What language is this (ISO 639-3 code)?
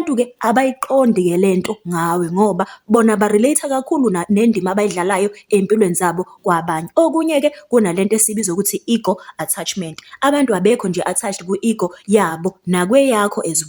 zul